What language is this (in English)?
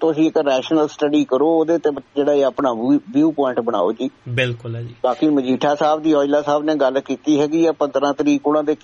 Punjabi